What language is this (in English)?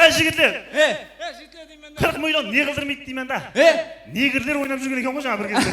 Kara-Kalpak